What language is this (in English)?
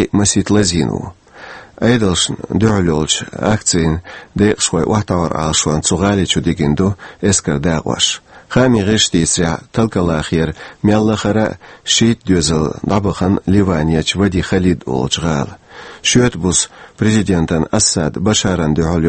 Chechen